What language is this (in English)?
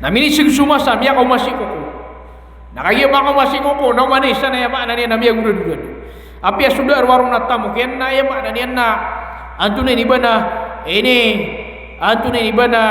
Maranao